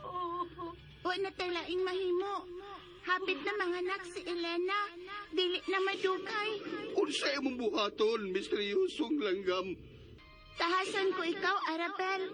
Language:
Cebuano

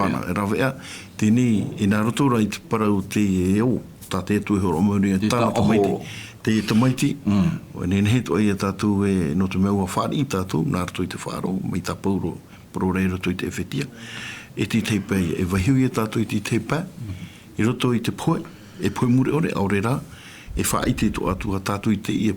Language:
Tahitian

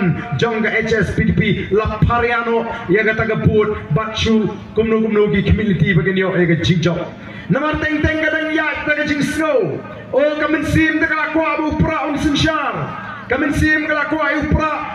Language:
Khasi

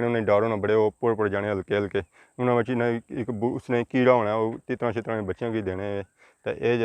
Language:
Pahari-Potwari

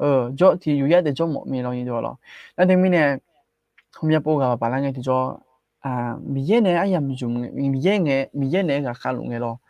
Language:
Akha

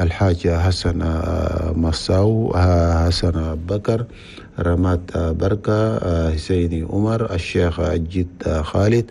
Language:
Chadian Arabic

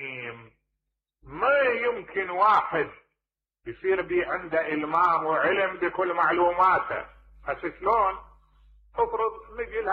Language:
Mesopotamian Arabic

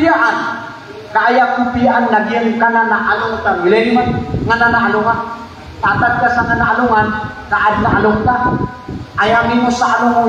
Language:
Maranao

